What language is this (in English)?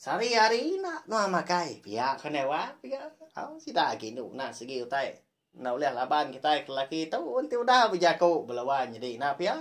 Iban